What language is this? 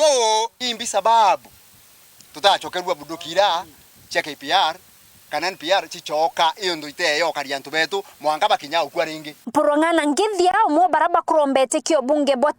Meru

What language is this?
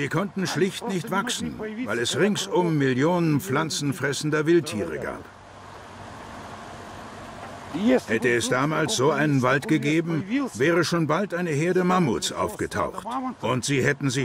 German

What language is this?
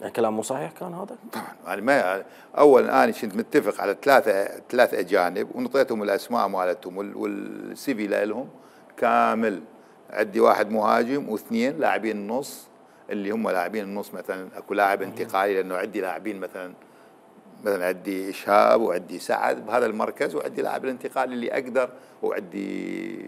Mesopotamian Arabic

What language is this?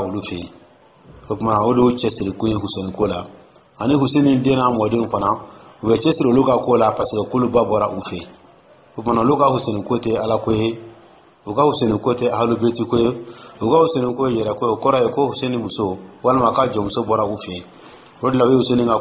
Dyula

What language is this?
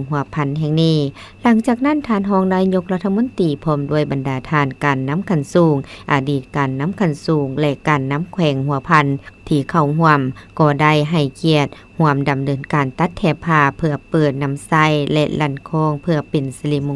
Lao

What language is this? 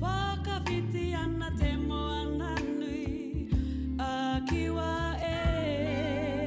Māori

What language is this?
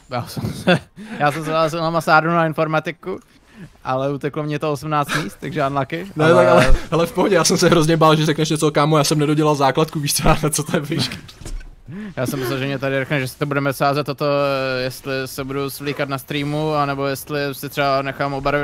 Czech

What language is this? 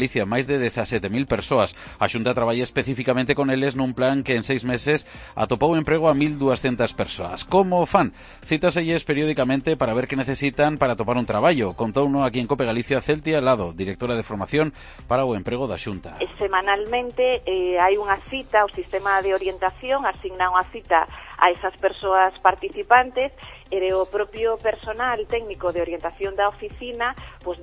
Galician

